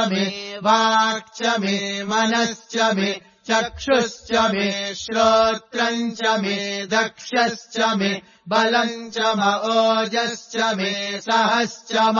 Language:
Sanskrit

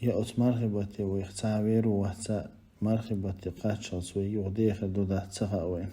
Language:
Chechen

